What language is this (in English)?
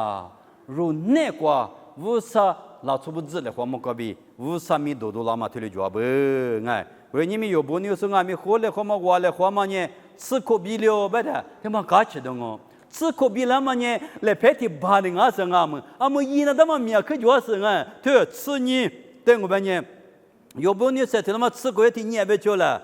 Lisu